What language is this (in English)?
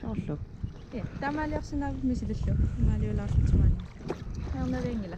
Kalaallisut